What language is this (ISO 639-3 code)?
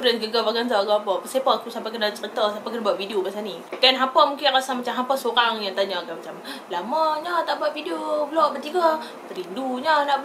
msa